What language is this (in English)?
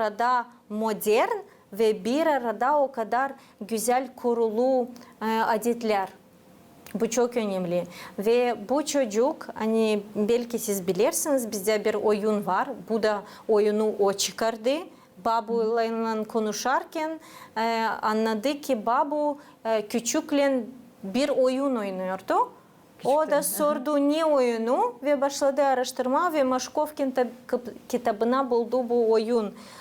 Gagauz